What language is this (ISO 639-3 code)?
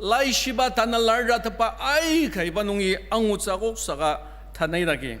njo